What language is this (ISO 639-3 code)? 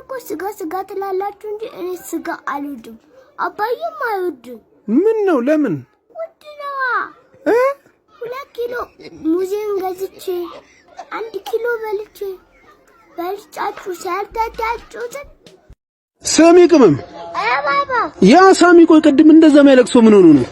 amh